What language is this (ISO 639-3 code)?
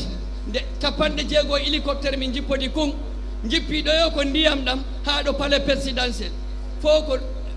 ful